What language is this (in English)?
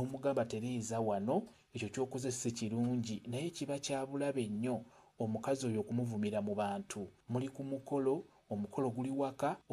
Ganda